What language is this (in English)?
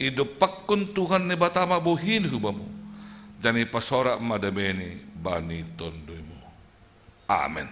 Batak Simalungun